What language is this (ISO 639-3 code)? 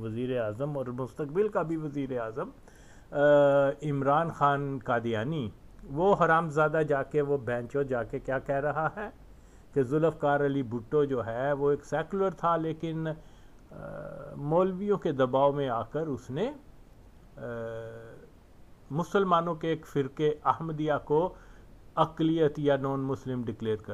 urd